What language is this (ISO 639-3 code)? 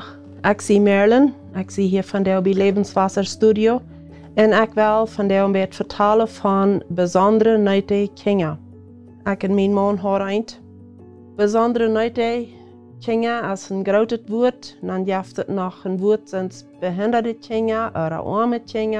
pdt